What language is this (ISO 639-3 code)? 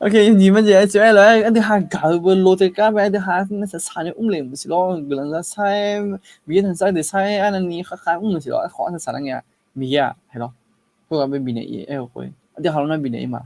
ahk